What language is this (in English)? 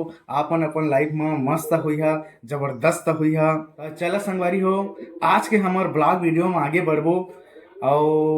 Chhattisgarhi